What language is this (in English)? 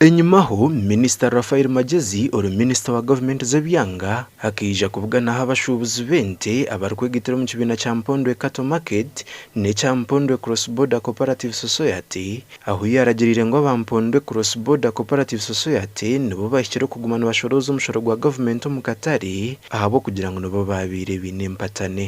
Nyankole